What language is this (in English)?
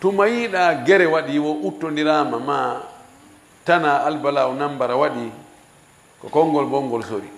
Fula